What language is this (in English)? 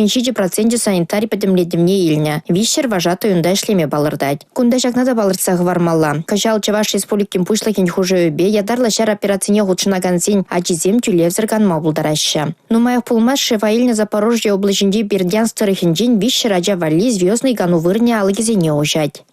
Chuvash